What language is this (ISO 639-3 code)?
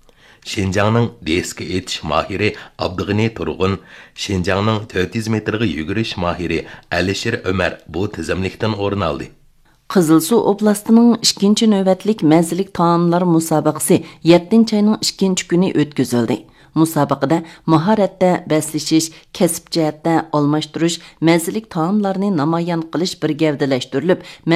uig